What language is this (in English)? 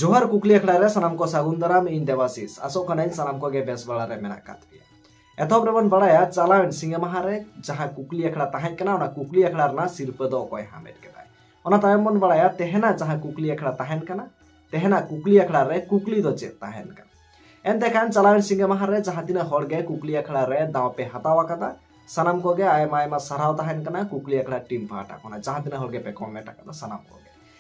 Santali